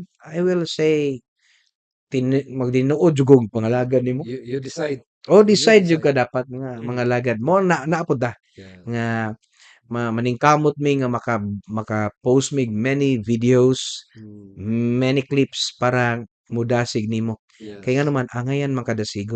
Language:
Cebuano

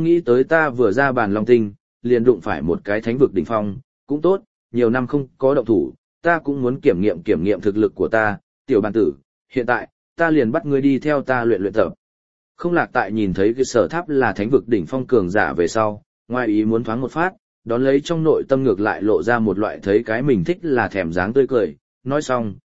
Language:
Vietnamese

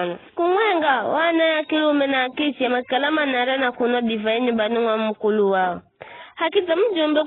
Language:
Giryama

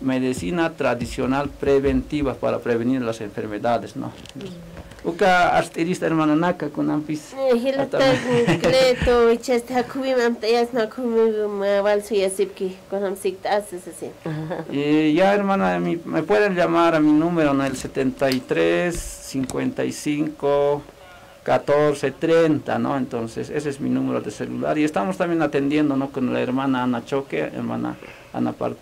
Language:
Aymara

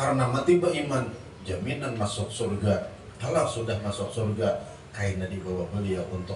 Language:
Banjar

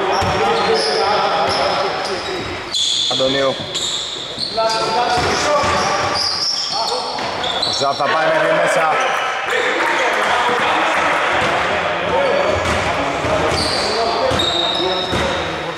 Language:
Greek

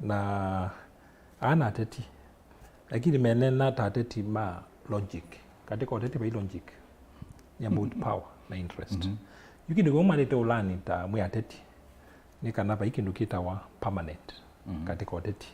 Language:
Kamba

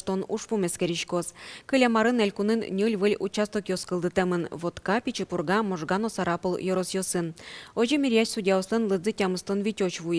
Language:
Udmurt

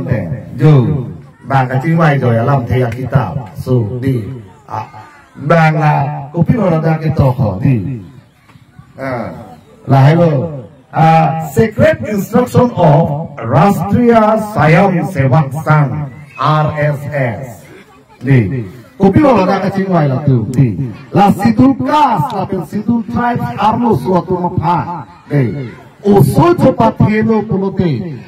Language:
Karbi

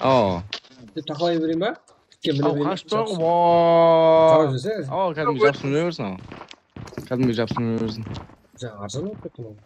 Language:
Kara-Kalpak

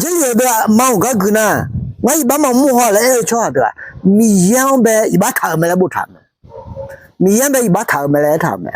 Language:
Akha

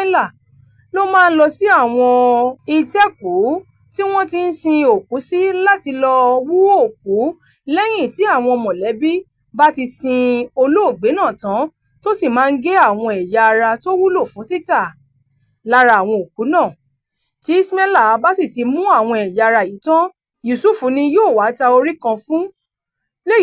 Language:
Yoruba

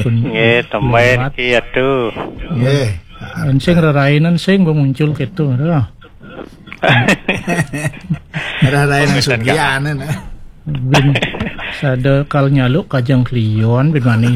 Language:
Balinese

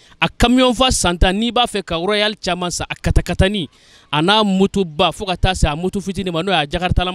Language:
Bambara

